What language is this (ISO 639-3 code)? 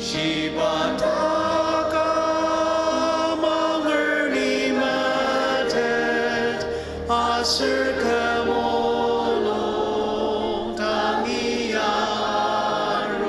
njo